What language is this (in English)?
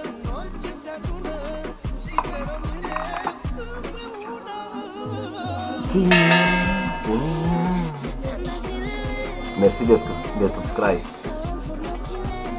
Romanian